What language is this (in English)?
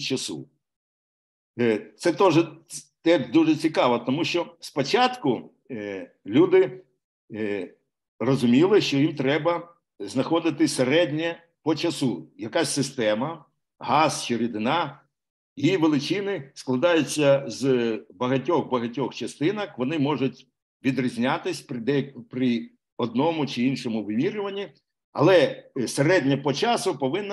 Ukrainian